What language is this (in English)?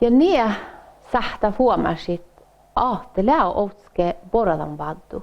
Northern Sami